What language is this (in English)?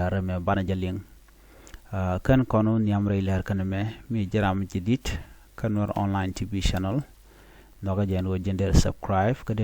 Nuer